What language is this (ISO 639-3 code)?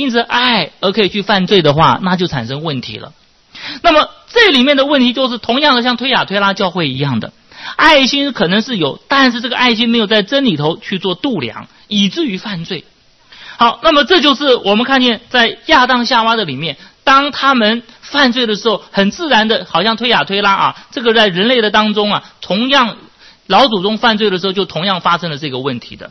zho